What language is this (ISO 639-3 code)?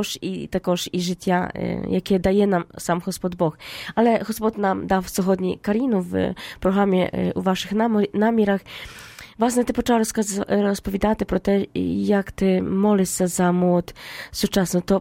ukr